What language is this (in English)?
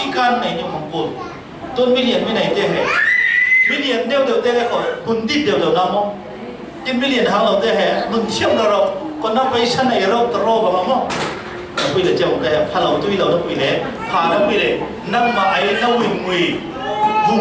Falam Chin